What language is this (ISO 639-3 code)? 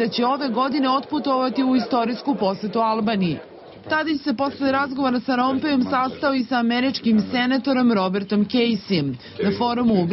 srp